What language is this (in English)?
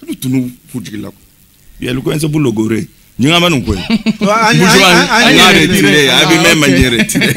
Luba-Lulua